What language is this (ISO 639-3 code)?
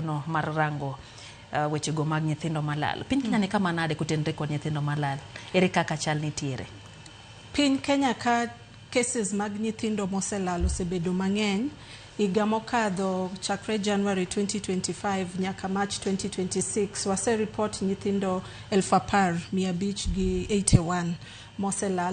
luo